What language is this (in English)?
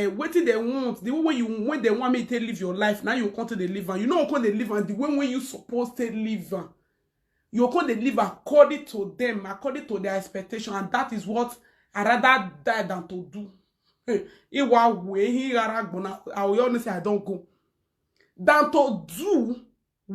Nigerian Pidgin